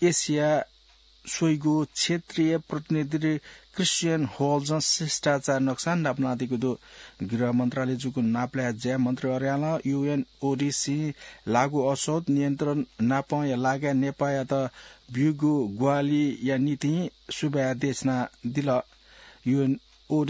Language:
Newari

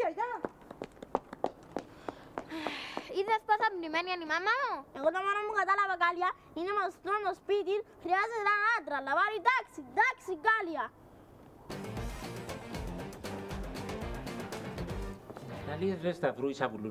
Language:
Greek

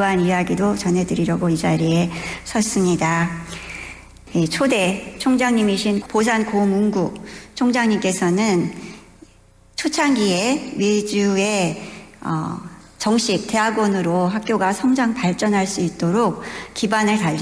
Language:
Korean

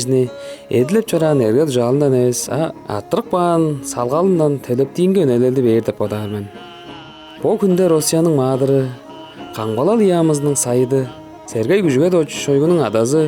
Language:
Tuvinian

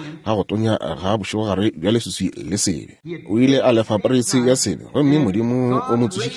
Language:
Northern Sotho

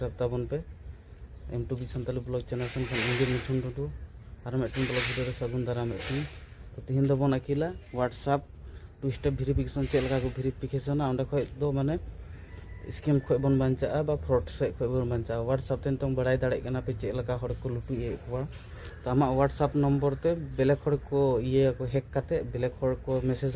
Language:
Santali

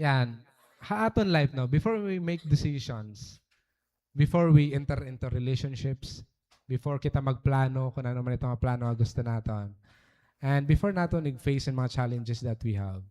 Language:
Waray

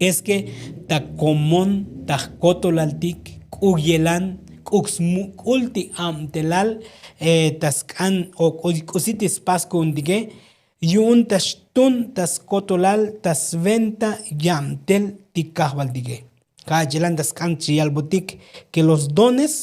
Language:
Tzotzil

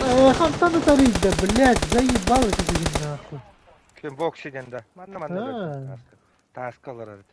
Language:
Yakut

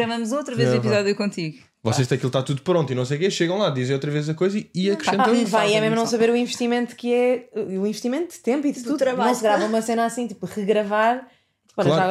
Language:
Portuguese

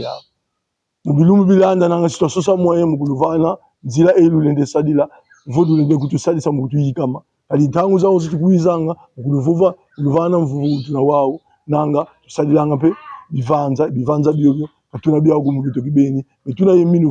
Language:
Kongo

